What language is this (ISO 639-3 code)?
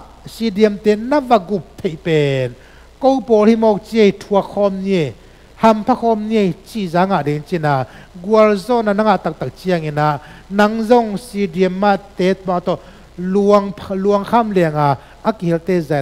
ctd